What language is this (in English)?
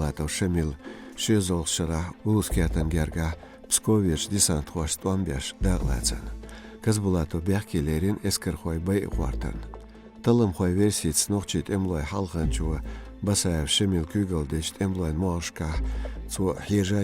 Chechen